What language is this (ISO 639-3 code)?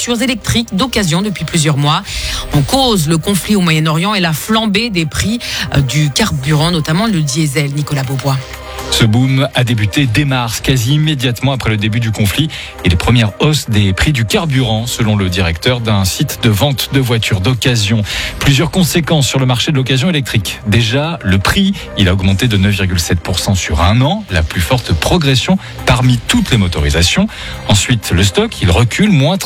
fra